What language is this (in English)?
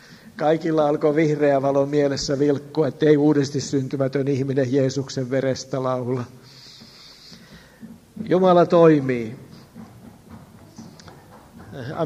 Finnish